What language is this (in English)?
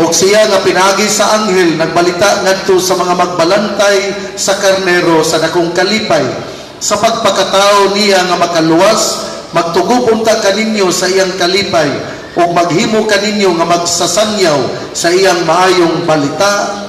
Cebuano